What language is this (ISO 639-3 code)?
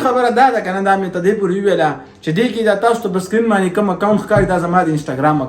pus